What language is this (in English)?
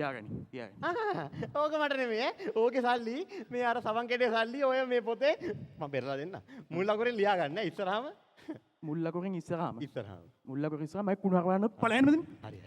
Sinhala